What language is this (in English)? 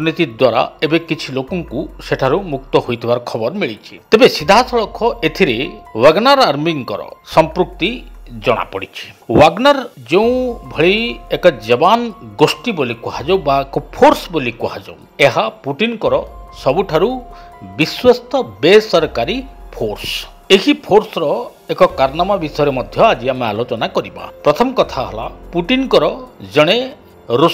Odia